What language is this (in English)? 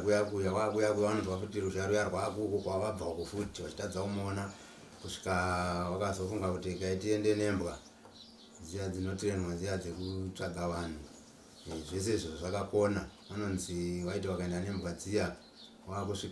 Shona